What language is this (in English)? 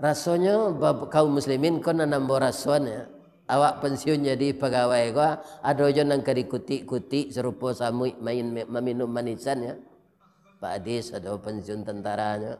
Minangkabau